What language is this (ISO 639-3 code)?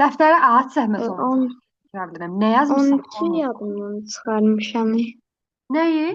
aze